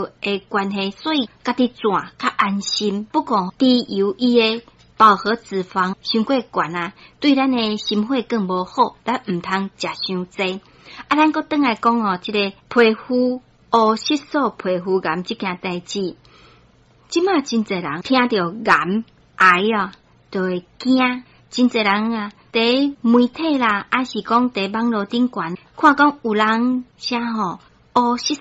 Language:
Min Nan Chinese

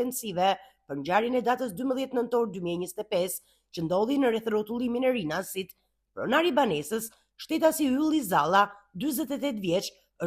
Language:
Albanian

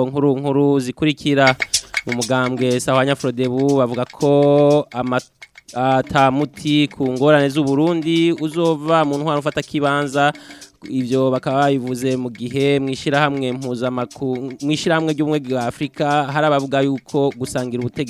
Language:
Rundi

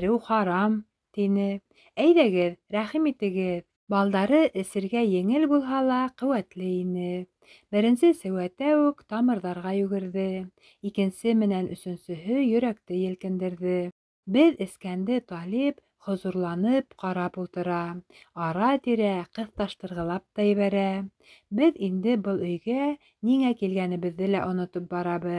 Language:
Bashkir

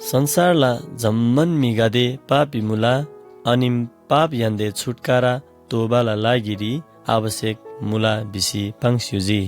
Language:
Eastern Tamang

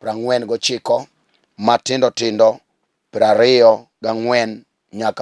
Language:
Luo (Kenya and Tanzania)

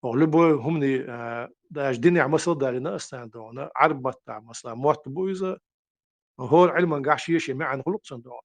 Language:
Chechen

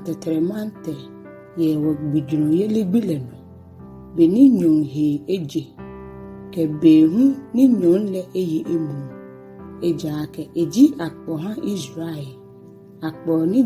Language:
Ga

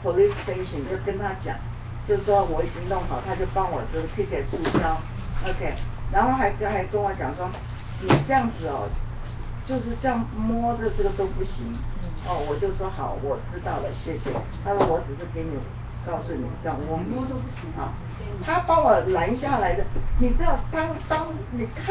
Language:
Chinese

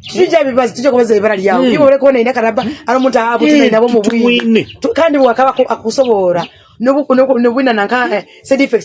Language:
Nyoro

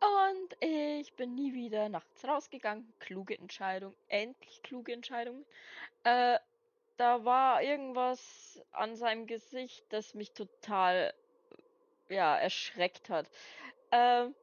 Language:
Bavarian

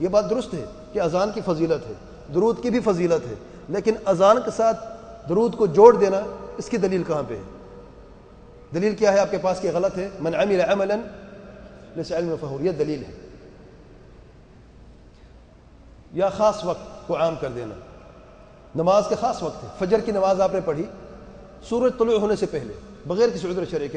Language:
Urdu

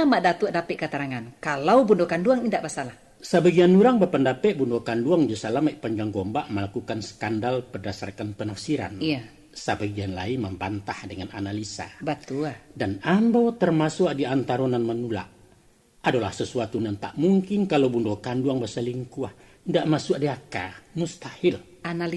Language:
Minangkabau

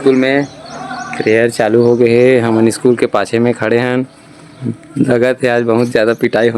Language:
Chhattisgarhi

